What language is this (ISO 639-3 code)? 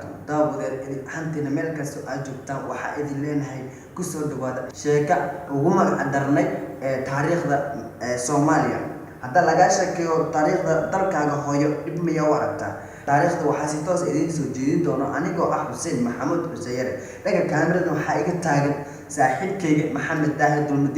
som